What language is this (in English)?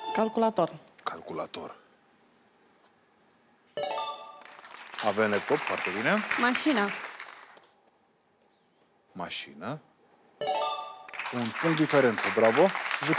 Romanian